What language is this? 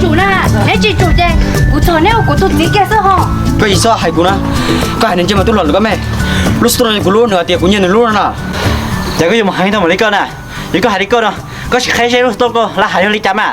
Hmong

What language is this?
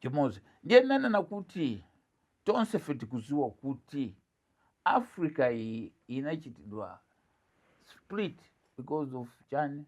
Nyanja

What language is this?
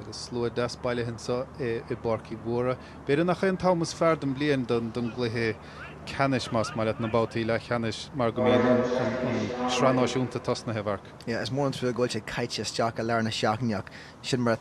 Irish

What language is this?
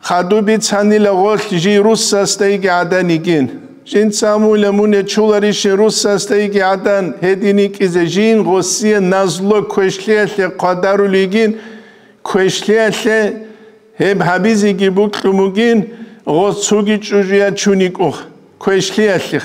Avaric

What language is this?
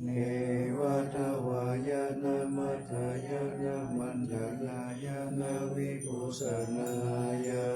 Pali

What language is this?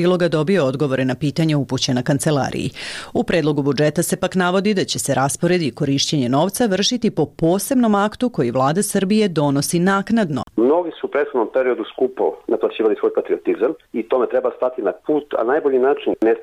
Serbian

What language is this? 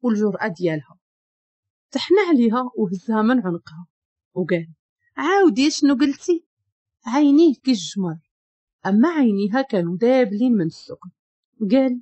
Moroccan Arabic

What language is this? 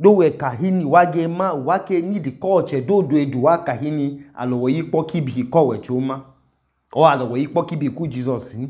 Idoma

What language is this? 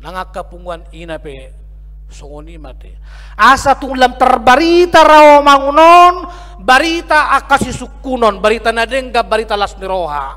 Batak Toba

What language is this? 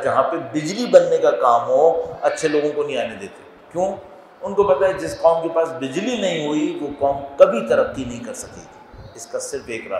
Urdu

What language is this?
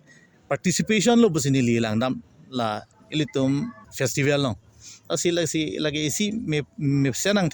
Karbi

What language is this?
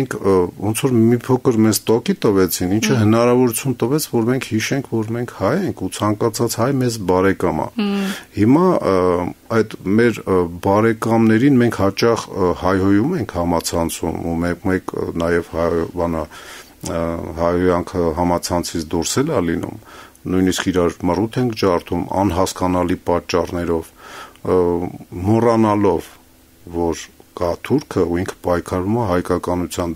Armenian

